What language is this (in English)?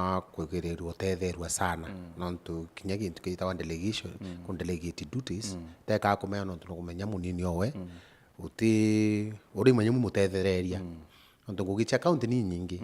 Meru